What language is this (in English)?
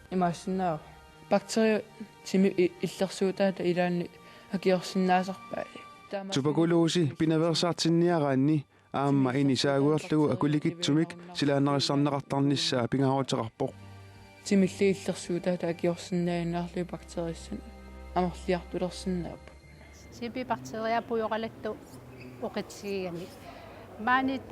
Kalaallisut